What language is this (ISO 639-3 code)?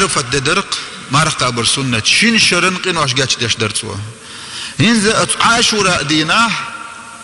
che